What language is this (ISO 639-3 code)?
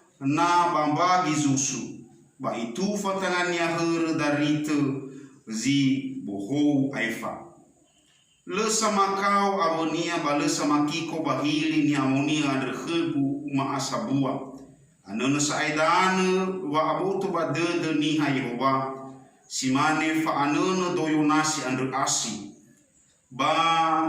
nia